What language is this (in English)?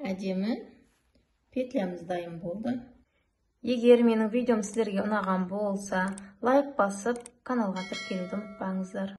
Kazakh